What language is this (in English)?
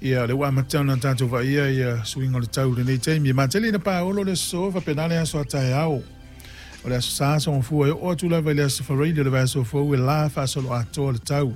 Samoan